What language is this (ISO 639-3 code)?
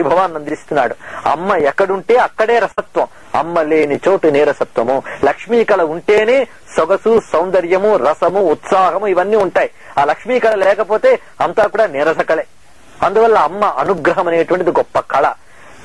tel